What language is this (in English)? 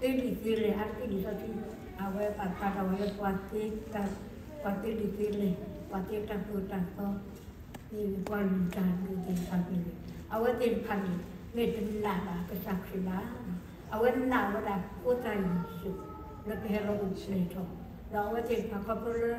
S'gaw Karen